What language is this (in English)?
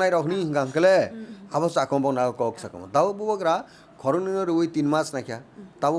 Kok Borok